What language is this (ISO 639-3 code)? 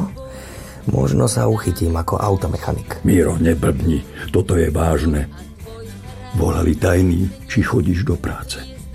slk